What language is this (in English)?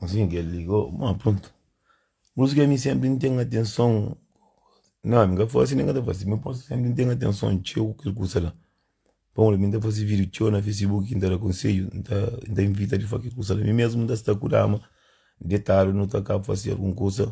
Kabuverdianu